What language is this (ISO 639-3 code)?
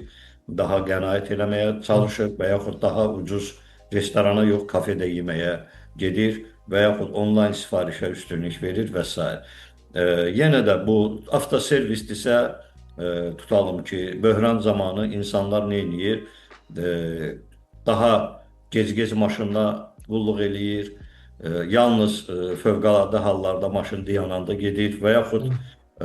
aze